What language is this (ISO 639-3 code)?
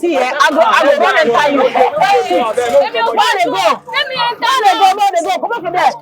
pcm